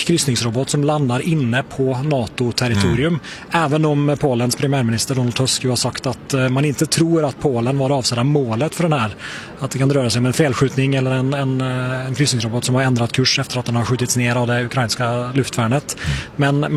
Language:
Swedish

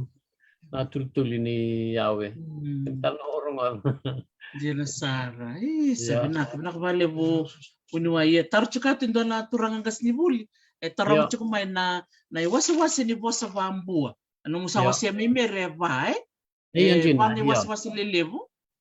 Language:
Fijian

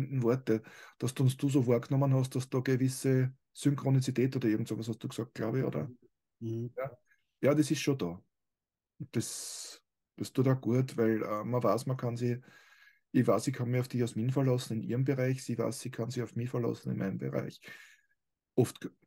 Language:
German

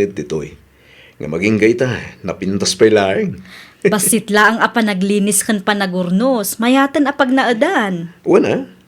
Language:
Iloko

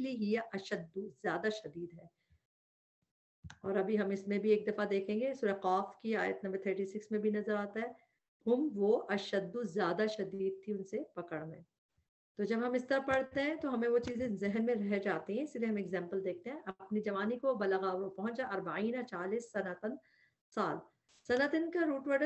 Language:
Urdu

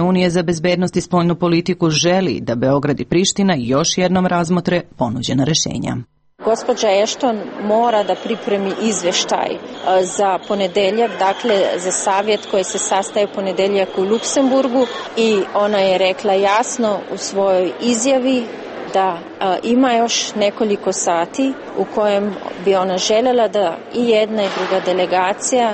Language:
Serbian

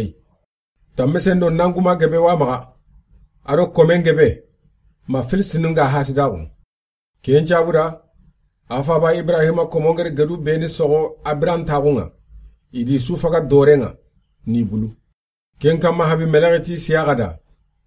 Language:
Soninke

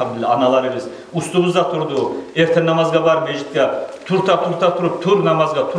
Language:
Kumyk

